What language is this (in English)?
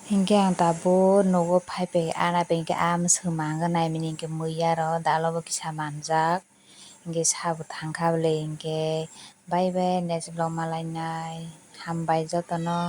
Kok Borok